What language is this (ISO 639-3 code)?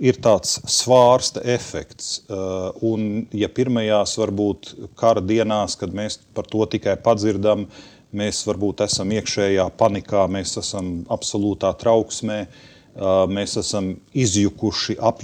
lav